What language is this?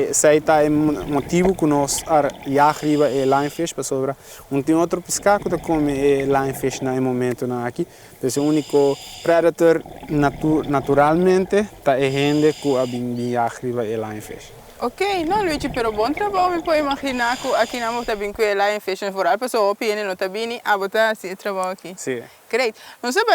Papiamento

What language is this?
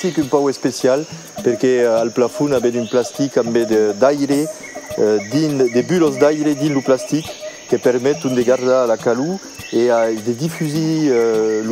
Occitan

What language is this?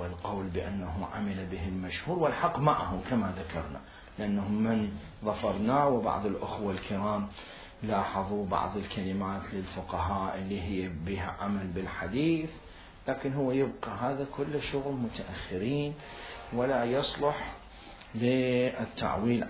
Mesopotamian Arabic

